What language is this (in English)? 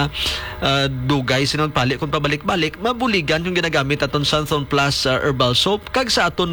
Hiligaynon